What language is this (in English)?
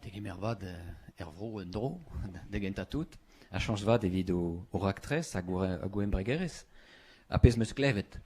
Breton